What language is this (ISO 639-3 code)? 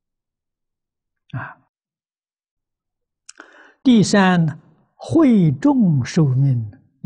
zho